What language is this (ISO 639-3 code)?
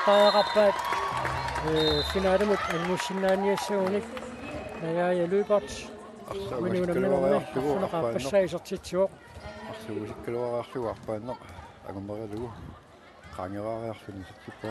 kal